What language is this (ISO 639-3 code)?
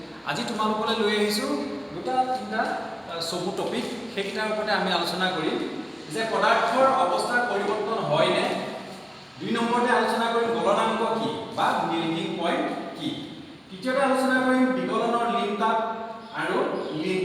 asm